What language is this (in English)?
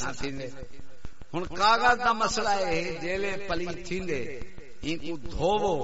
Saraiki